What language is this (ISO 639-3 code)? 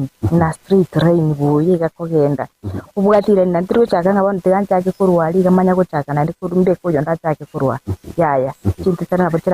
guz